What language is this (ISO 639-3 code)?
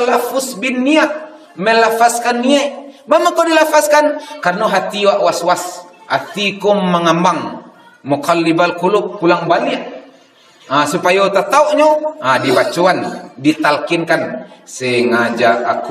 min